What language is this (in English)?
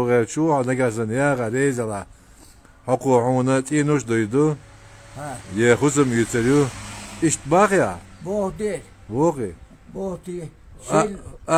Chechen